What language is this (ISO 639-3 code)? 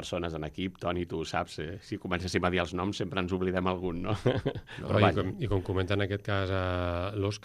cat